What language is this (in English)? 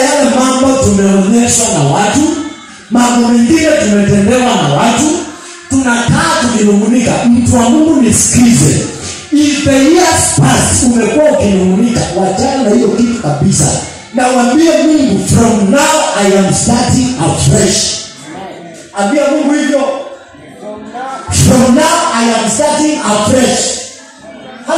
Swahili